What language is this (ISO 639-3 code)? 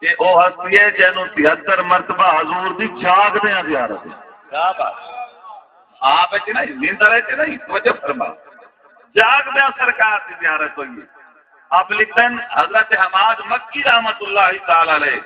skr